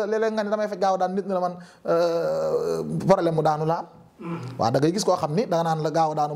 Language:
Wolof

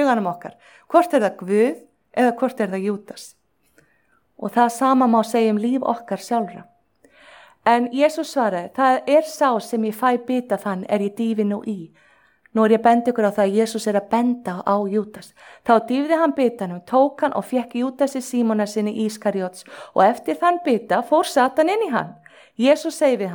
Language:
Icelandic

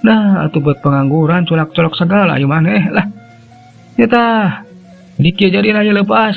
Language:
Sundanese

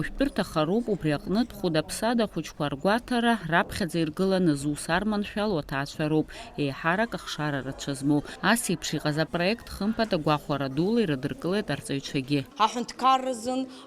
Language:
Abkhazian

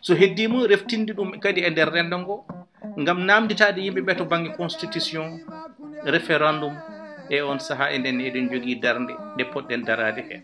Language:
Fula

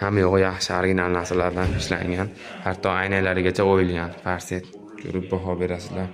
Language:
Uzbek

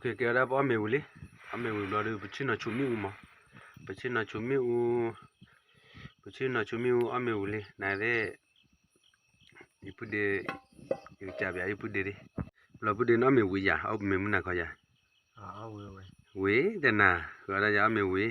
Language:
S'gaw Karen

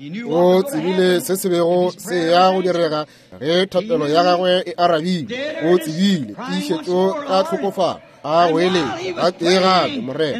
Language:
Northern Sotho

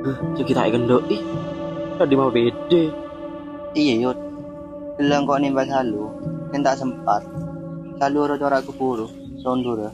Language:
Madurese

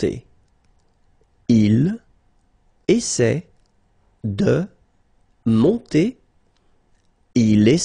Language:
French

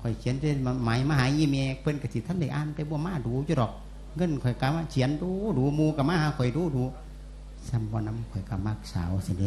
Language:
Lao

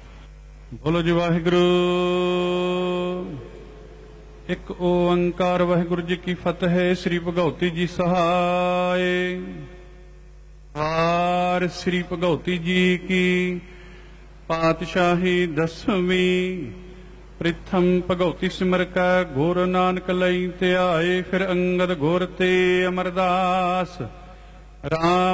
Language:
Punjabi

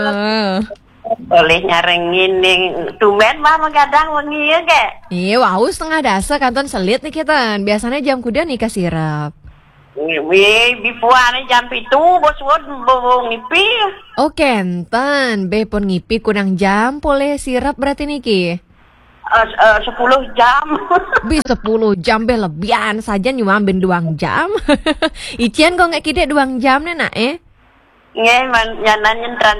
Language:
Balinese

